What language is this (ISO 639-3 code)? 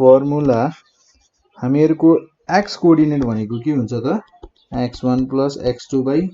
nep